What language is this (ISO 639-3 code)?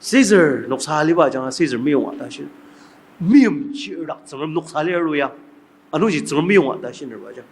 njo